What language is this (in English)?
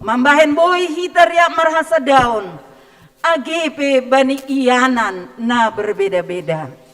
Batak Simalungun